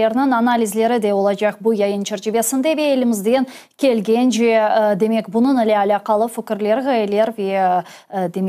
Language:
Crimean Tatar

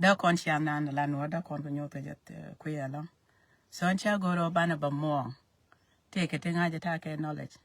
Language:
Nuer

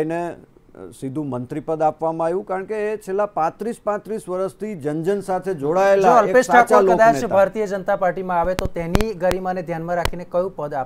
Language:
Gujarati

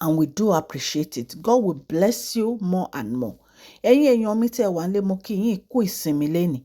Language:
Yoruba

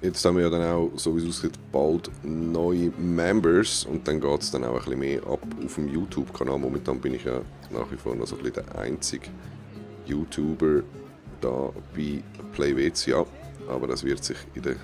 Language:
Swiss German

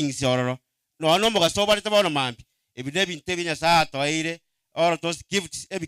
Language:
Gusii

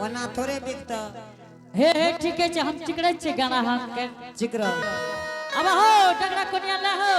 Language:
Angika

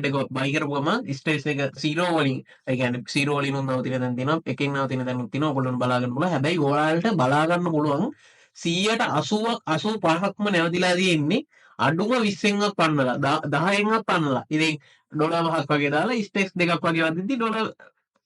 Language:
Sinhala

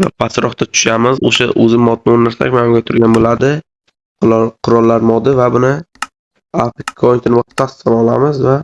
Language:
Uzbek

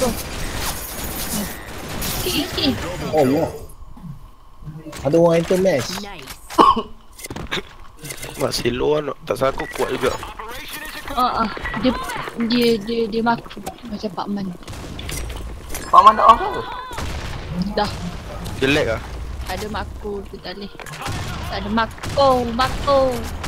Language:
Malay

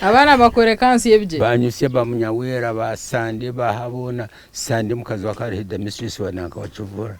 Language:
Nyankole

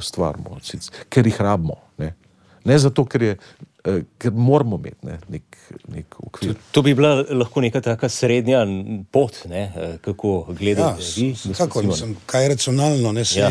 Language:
Slovenian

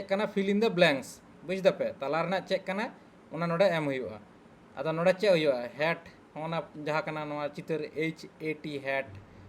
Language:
Santali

